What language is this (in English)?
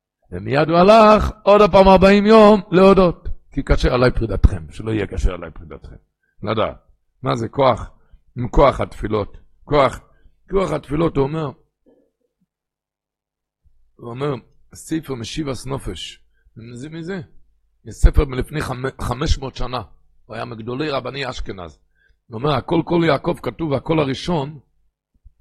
Hebrew